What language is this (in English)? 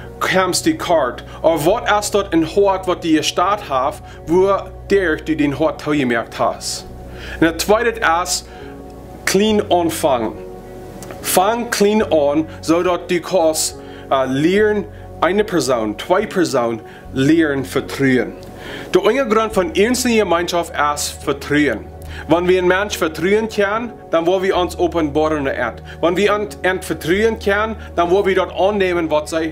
Plautdietsch